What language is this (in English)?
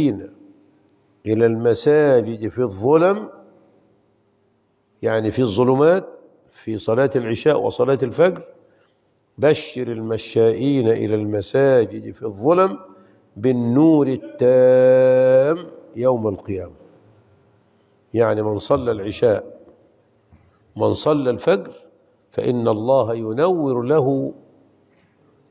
Arabic